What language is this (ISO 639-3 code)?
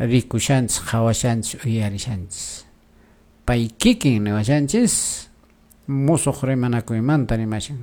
que